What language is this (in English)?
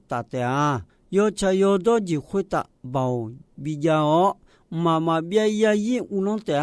Akha